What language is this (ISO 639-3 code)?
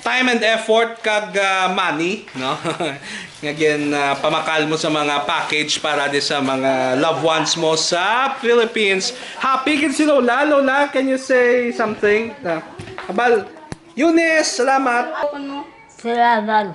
hil